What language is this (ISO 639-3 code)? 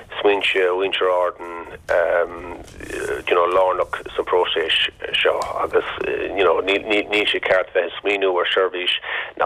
gle